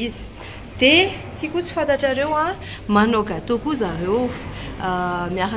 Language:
Malagasy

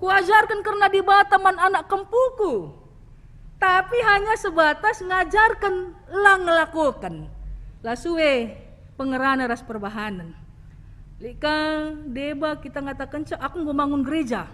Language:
Batak Karo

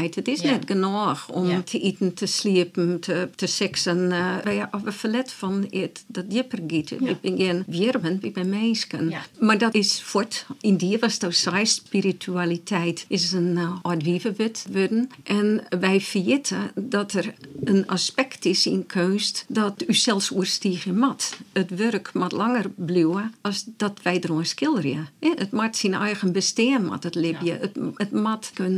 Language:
Western Frisian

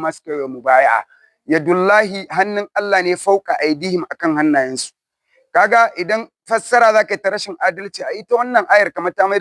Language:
Hausa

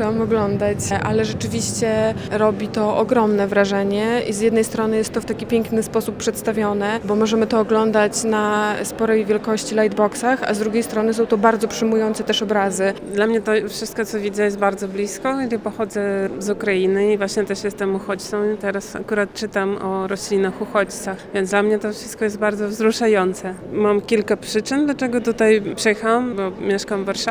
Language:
Polish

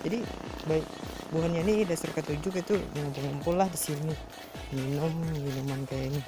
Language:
Banjar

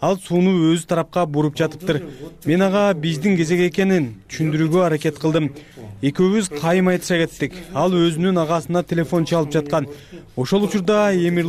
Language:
Kyrgyz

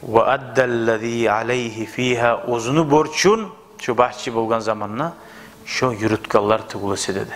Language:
Kumyk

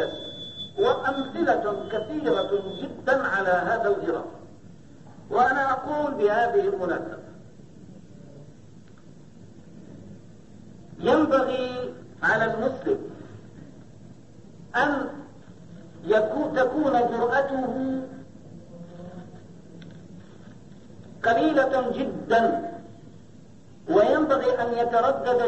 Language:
Arabic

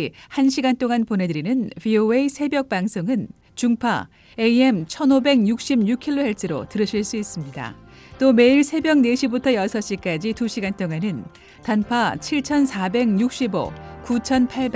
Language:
Korean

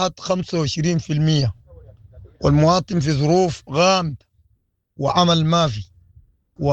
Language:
Sudanese Arabic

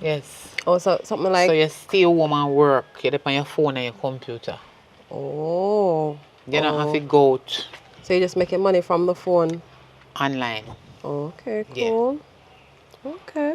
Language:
Jamaican Creole English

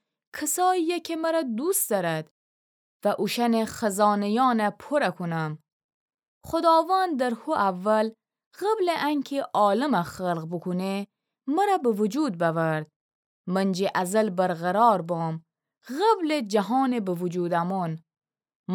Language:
Gilaki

